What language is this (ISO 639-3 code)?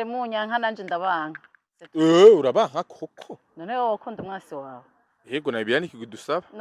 run